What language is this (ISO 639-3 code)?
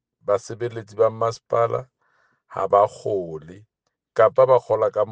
sot